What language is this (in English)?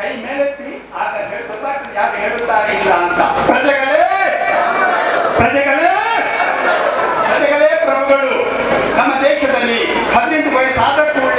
Kannada